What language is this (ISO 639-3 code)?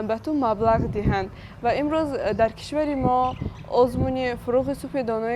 tgk